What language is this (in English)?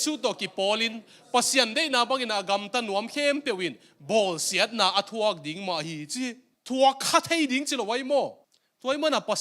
Tedim Chin